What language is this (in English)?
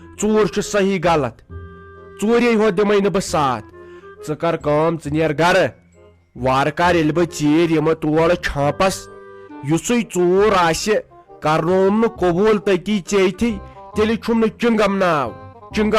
Kashmiri